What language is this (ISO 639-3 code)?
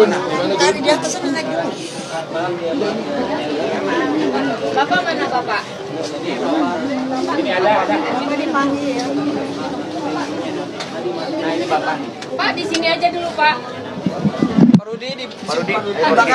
ind